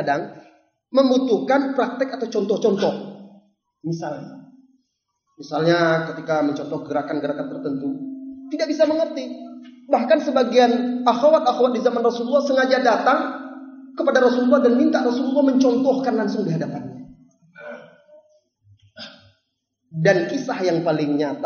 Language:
Indonesian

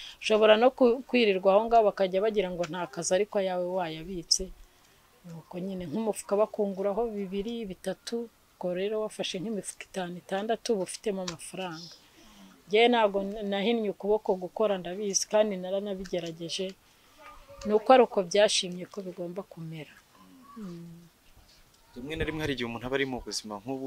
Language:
Kinyarwanda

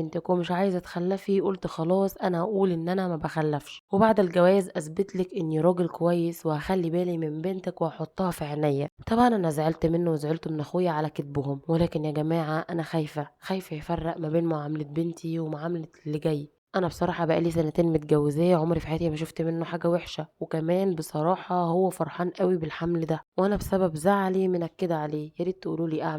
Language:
Egyptian Arabic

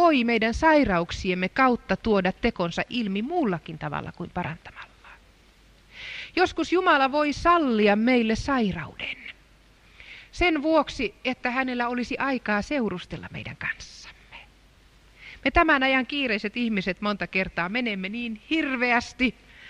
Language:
Finnish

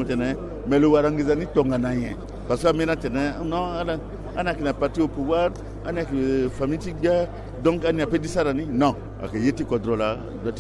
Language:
Sango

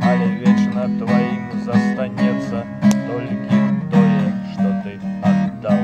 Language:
Belarusian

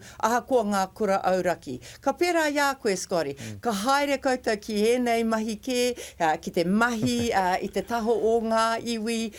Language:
Māori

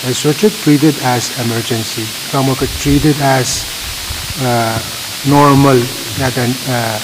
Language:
Pohnpeian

